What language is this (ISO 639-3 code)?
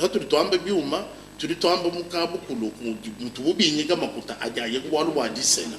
lua